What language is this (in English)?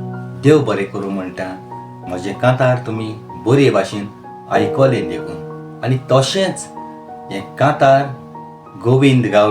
Konkani